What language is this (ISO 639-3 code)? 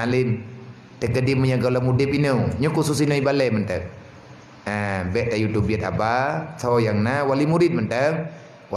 ace